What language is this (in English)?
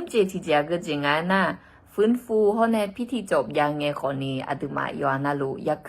Akha